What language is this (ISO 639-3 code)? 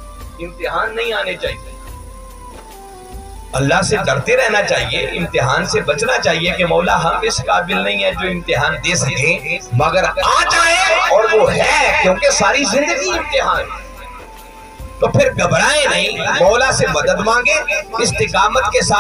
urd